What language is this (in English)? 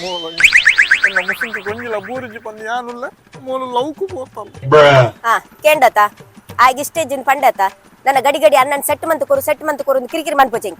Tulu